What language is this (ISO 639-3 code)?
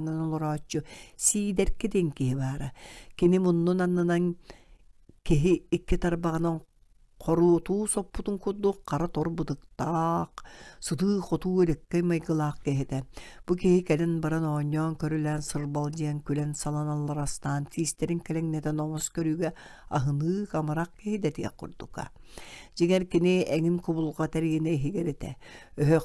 sah